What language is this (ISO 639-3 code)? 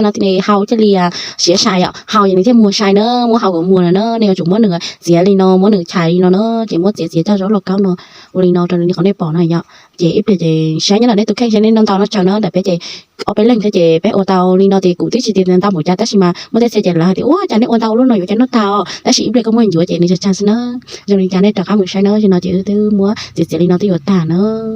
hmn